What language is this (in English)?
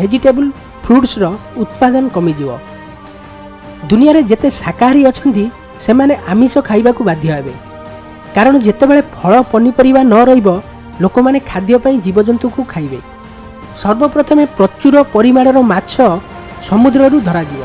Odia